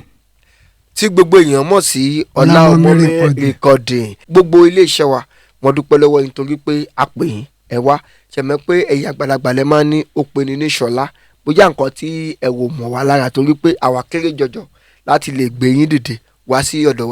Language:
Yoruba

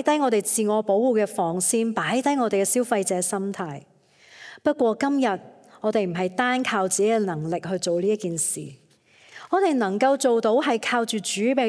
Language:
Cantonese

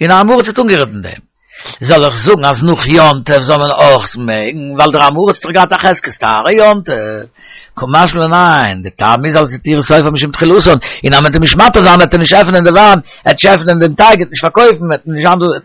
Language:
Yiddish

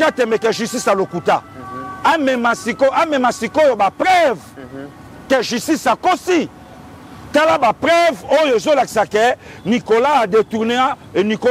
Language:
Lingala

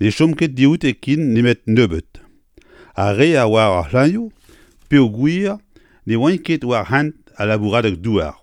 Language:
Breton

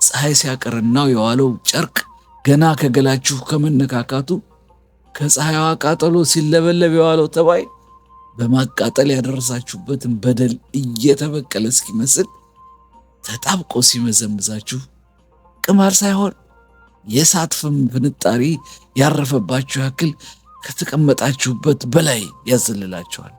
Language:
Amharic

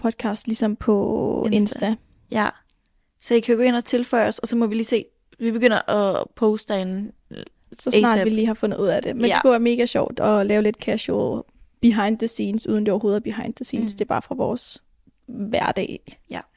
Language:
Danish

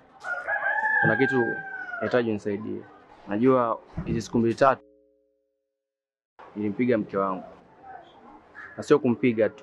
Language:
Swahili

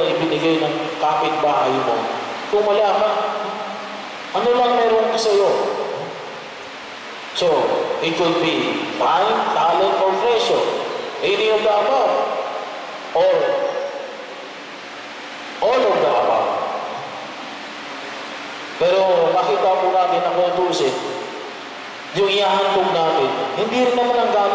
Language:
Filipino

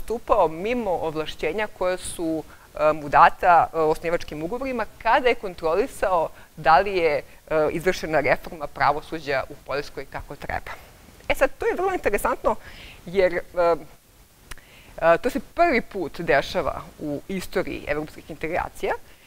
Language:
Serbian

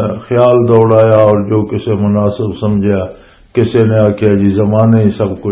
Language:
Western Panjabi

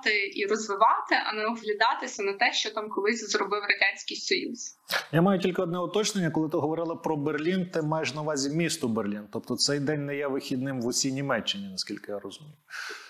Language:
Ukrainian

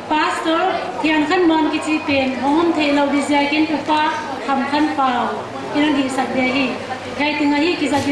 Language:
Paite Chin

